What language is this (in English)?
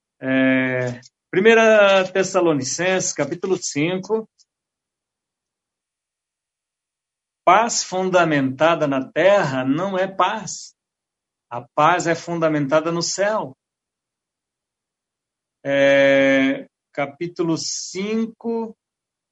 Portuguese